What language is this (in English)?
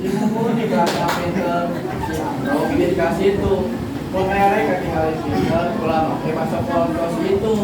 Sundanese